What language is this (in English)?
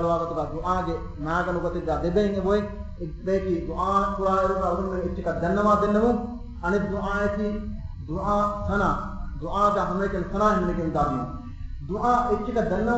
Divehi